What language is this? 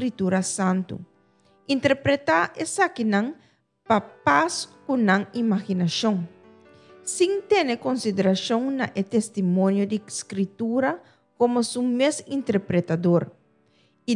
Papiamento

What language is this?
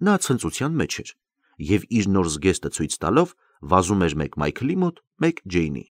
Armenian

